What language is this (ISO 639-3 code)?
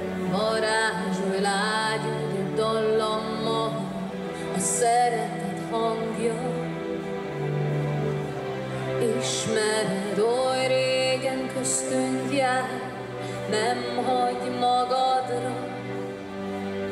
hun